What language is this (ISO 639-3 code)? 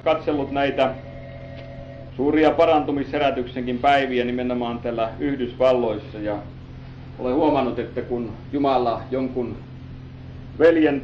fin